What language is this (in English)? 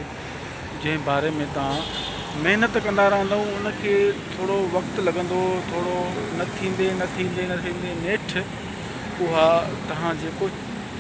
Sindhi